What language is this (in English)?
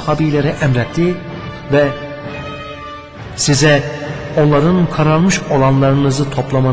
Turkish